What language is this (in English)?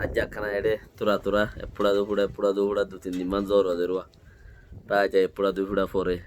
Rohingya